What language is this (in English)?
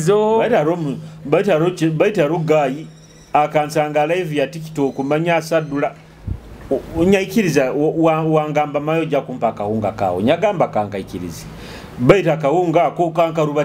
Nyoro